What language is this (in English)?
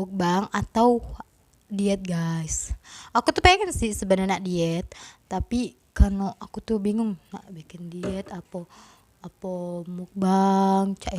Musi